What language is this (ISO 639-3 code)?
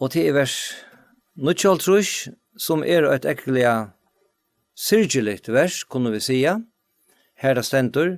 fao